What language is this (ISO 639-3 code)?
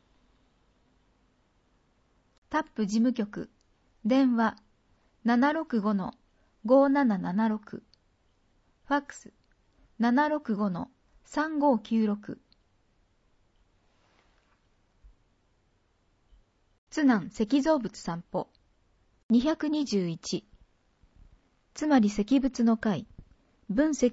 jpn